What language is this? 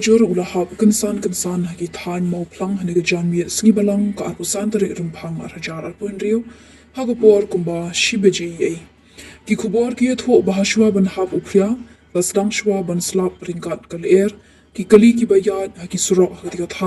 Khasi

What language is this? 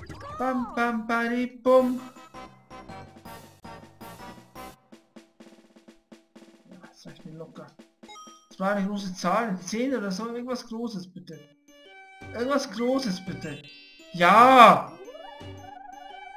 German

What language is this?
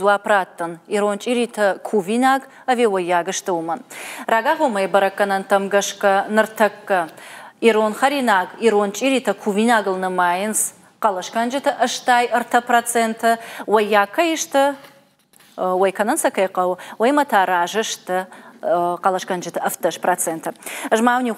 Ossetic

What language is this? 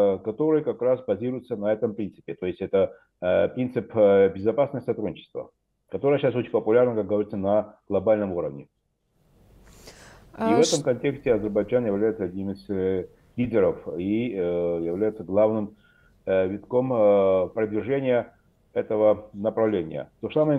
Russian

